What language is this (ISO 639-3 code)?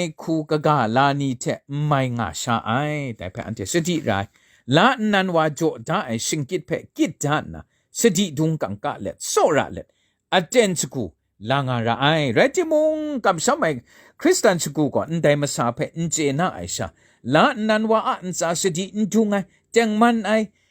kac